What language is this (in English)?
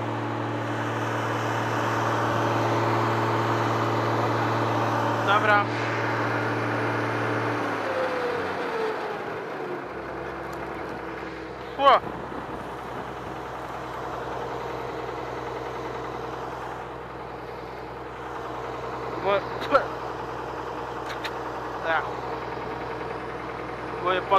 Polish